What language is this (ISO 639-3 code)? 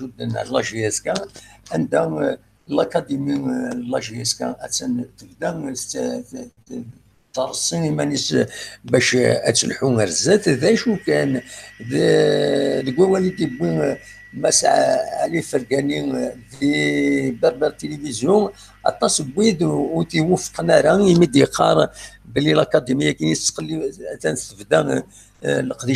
kab